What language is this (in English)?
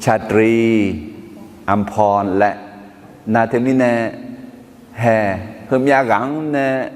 Akha